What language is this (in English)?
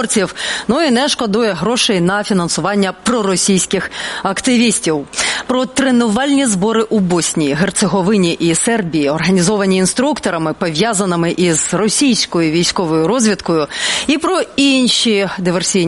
Ukrainian